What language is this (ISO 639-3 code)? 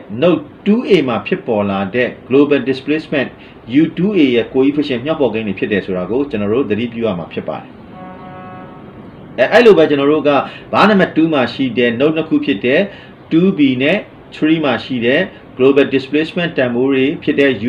mya